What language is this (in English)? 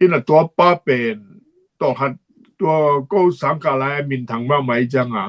Tedim Chin